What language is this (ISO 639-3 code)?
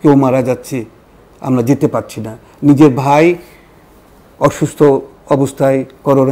ben